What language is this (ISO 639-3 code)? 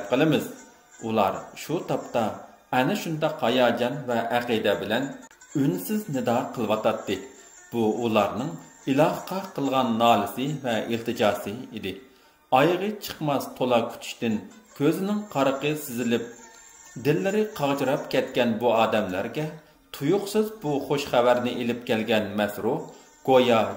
uig